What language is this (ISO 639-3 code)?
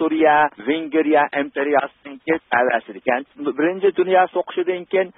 uig